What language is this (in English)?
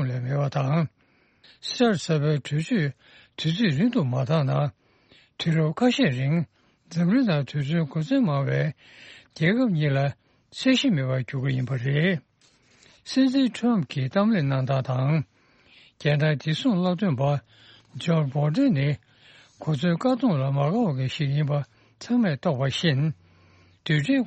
Tibetan